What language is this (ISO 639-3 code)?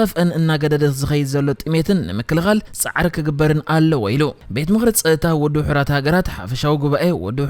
tir